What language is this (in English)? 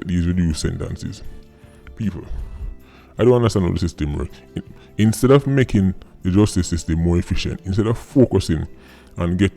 Jamaican Creole English